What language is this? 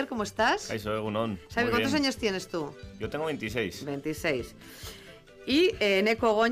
Spanish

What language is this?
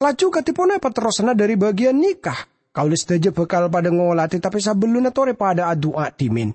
Madurese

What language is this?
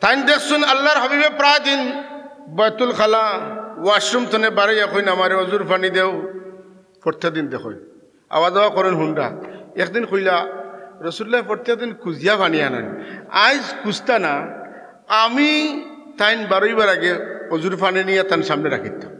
Sylheti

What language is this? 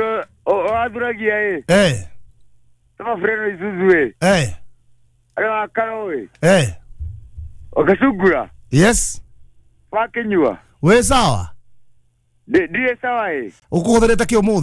Kikuyu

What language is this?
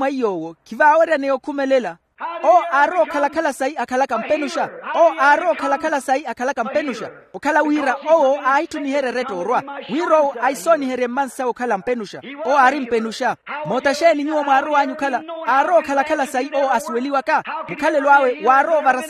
Makhuwa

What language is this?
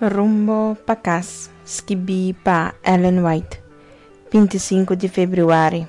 Papiamento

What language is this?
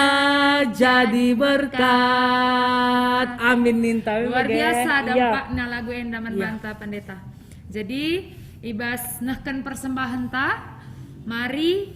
Batak Karo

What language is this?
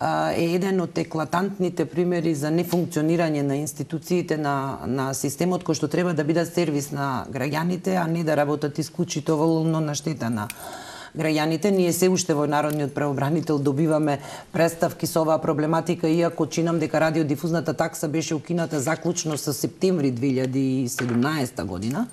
Macedonian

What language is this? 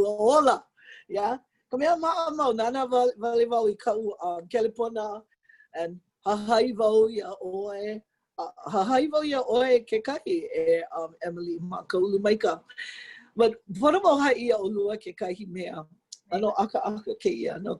Hawaiian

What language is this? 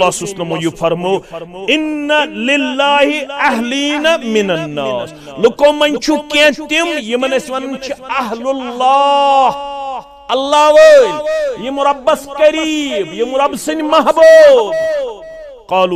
Kashmiri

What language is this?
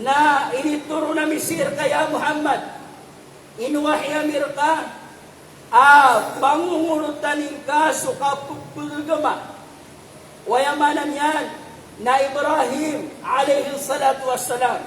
Maranao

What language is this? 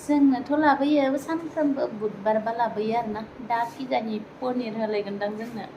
Bodo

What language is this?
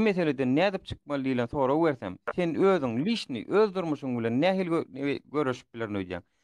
Turkmen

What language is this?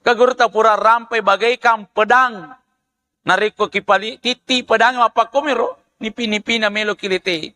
Buginese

